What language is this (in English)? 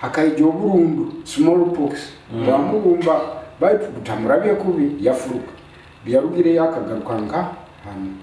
Nyoro